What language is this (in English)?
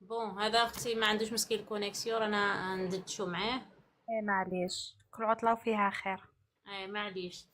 Algerian Arabic